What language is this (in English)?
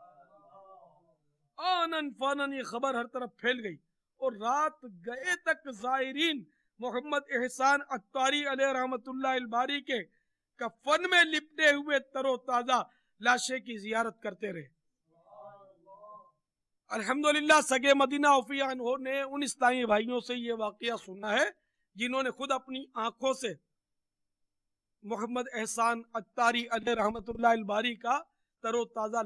Urdu